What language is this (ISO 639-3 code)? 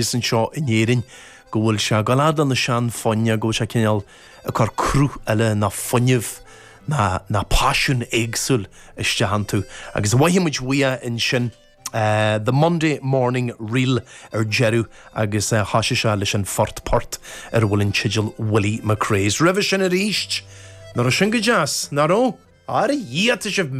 gle